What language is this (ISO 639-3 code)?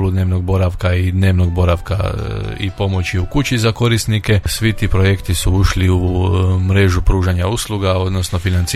hrv